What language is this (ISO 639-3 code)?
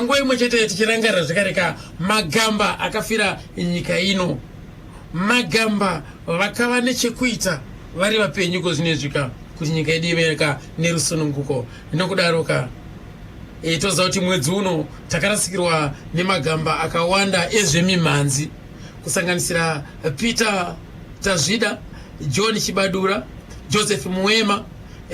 sna